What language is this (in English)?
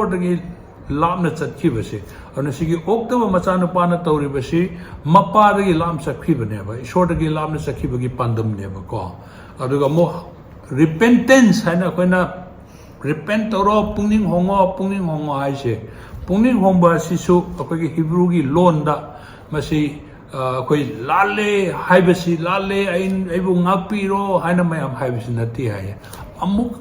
Manipuri